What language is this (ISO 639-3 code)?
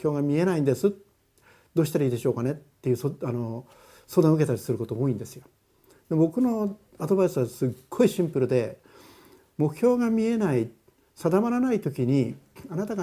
jpn